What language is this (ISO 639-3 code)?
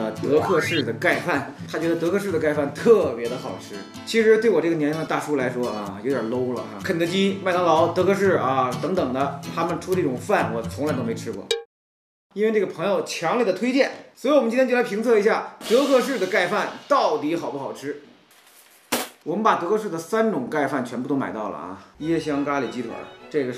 zho